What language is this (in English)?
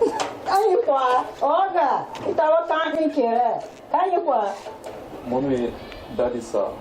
Tiv